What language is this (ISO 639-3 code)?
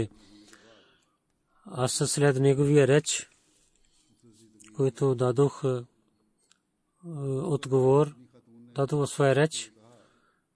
bul